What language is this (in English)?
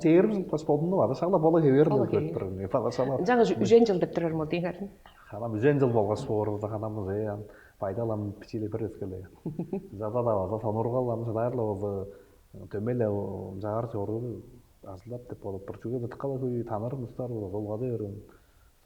Tuvinian